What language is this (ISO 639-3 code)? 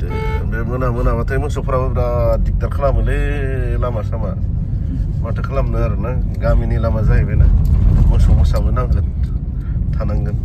brx